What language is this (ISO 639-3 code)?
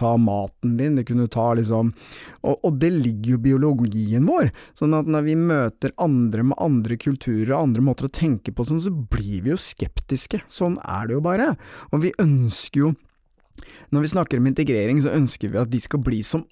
nor